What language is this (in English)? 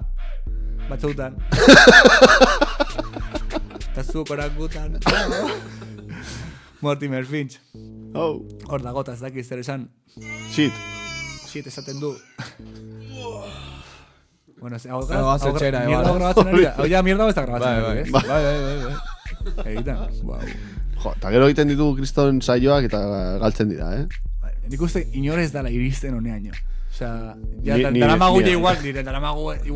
Basque